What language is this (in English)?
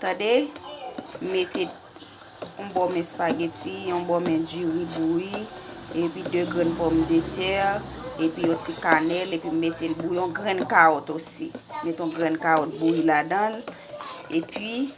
Haitian Creole